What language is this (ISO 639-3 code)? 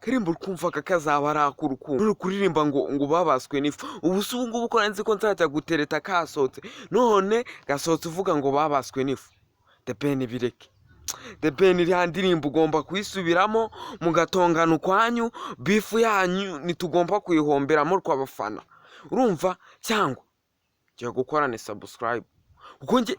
kin